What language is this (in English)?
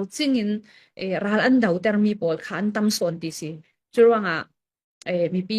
Hakha Chin